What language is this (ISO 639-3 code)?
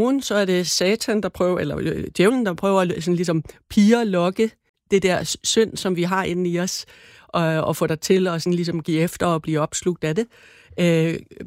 dan